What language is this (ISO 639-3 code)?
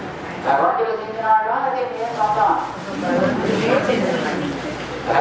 tel